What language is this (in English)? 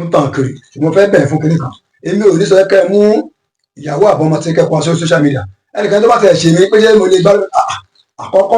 Yoruba